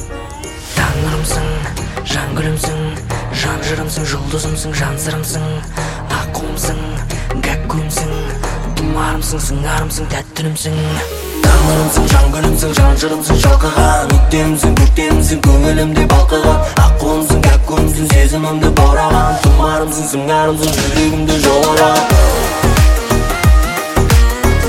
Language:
Kazakh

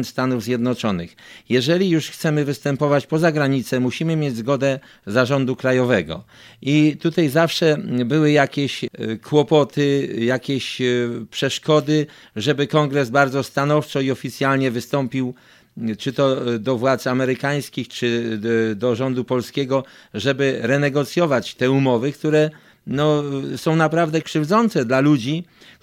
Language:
Polish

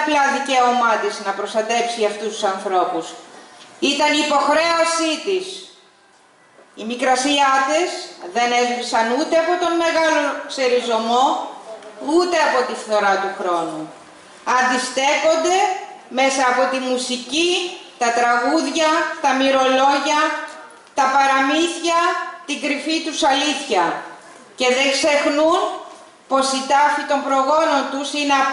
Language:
Greek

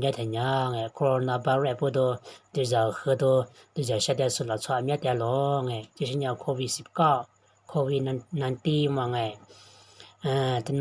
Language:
Lisu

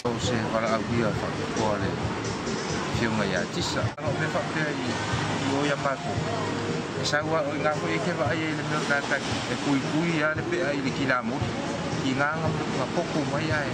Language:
Samoan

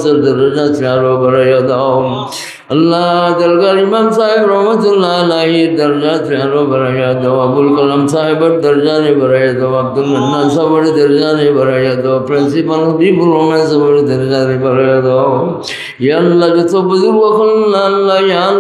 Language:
Sylheti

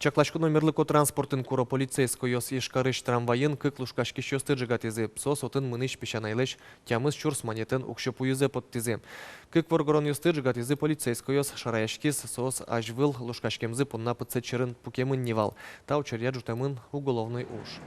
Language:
Udmurt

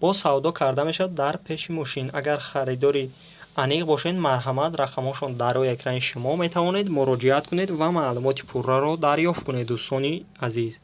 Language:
Tajik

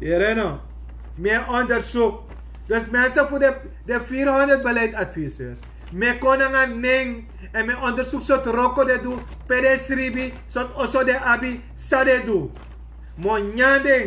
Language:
Sranan Tongo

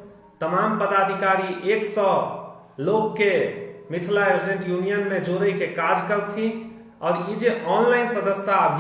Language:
Maithili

